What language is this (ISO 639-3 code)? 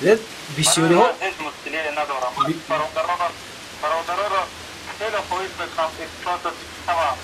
tgk